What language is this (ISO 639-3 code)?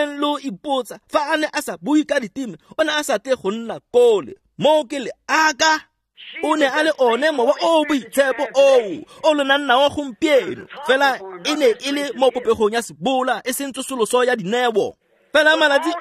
tsn